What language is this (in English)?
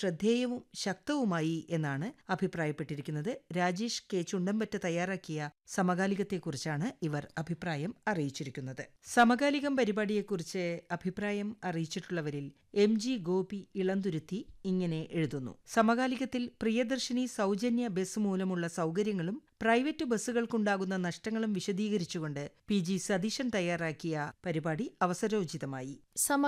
Malayalam